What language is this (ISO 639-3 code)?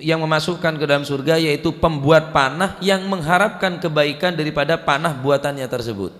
mad